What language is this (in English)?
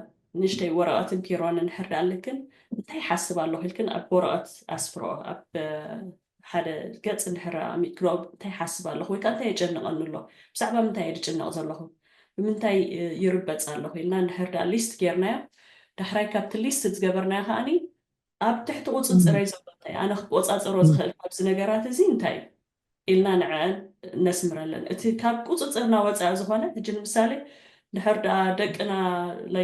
Tigrinya